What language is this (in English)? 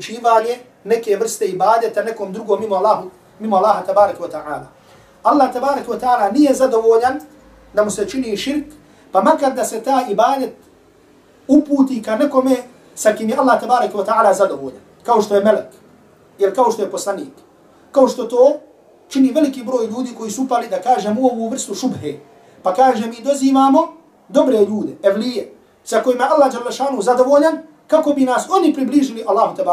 Bosnian